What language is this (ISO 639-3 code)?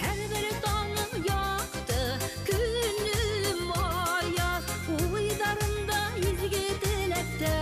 bak